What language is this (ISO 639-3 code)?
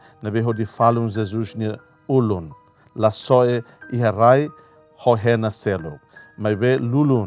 tet